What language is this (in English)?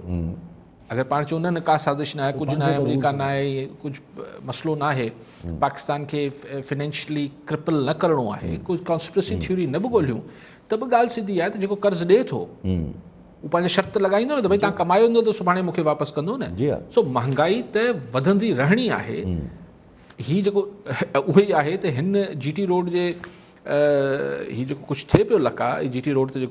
Sindhi